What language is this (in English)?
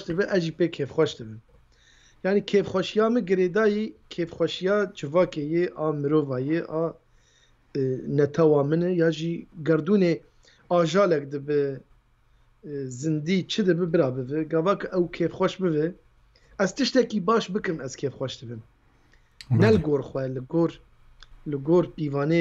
Kurdish